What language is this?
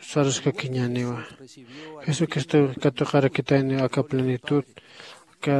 Aymara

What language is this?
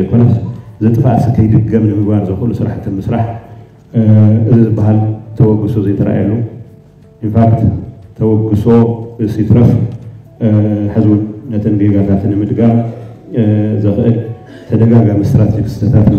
Tigrinya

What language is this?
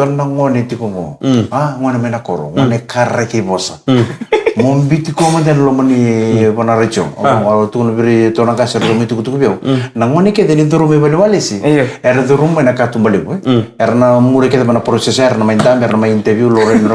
Fijian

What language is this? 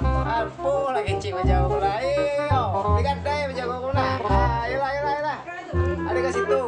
Minangkabau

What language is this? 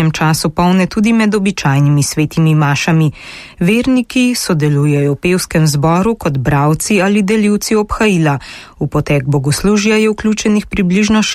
Slovenian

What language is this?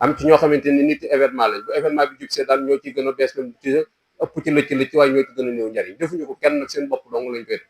Wolof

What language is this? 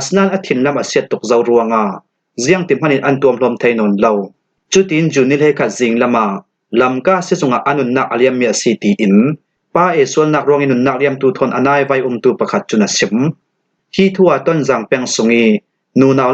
Falam Chin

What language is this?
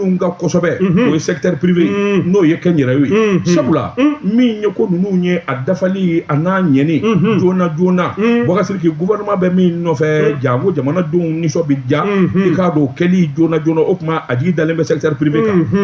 Bambara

